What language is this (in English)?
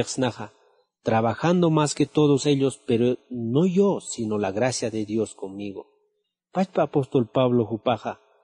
Aymara